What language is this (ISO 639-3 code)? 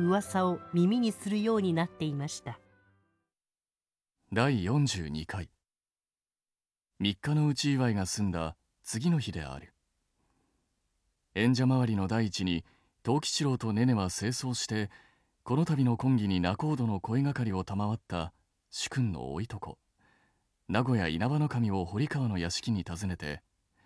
jpn